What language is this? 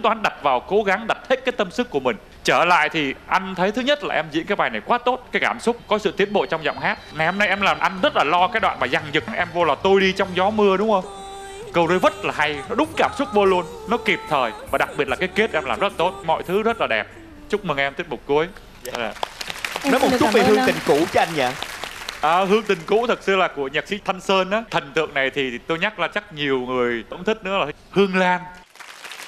Vietnamese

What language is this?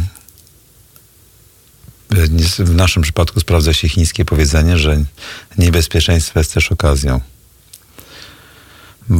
Polish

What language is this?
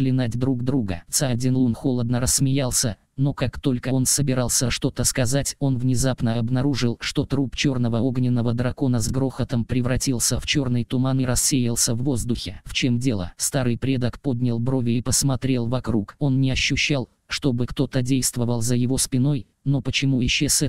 Russian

